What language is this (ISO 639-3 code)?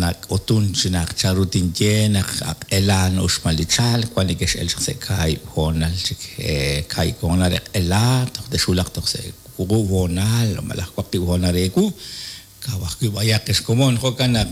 kek